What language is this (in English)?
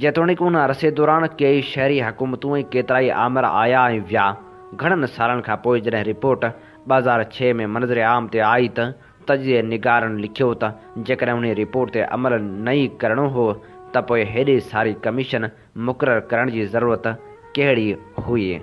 Sindhi